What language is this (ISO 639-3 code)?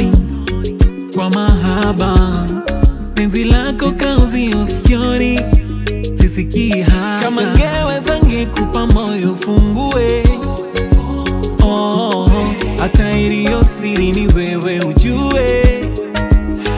swa